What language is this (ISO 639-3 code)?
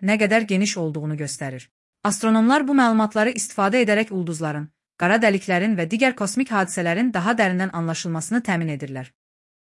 aze